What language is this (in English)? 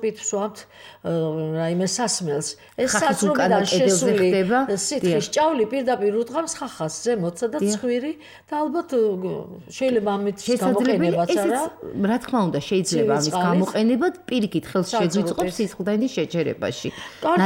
Georgian